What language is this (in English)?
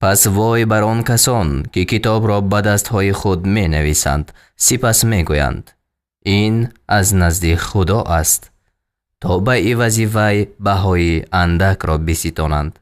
Tajik